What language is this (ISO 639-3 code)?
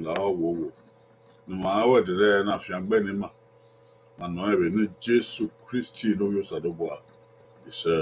bin